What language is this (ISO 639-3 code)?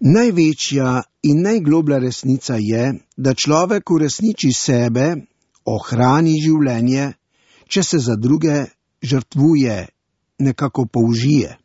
slv